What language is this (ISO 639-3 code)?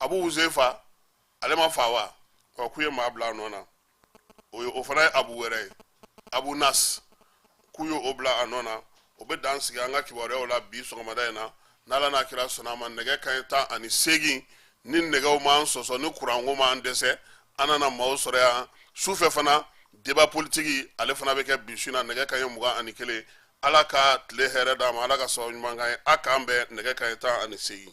bam